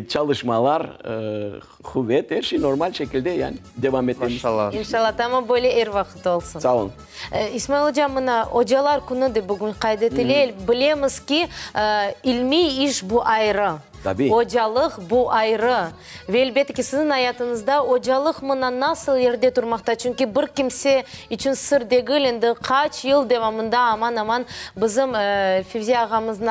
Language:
Crimean Tatar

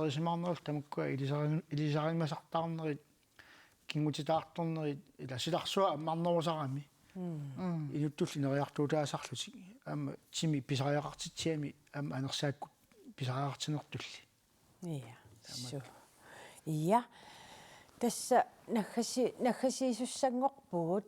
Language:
Kalaallisut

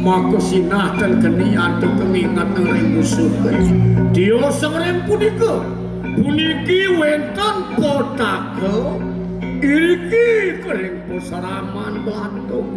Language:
Balinese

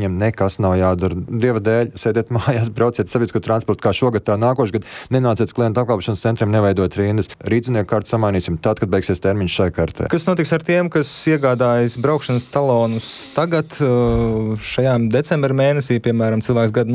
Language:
Latvian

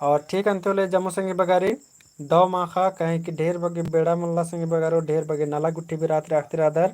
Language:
Kurukh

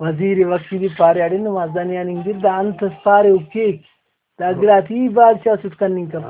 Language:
Brahui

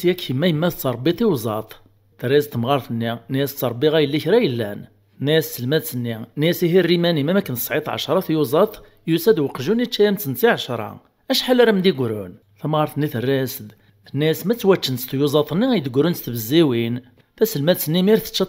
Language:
Kabyle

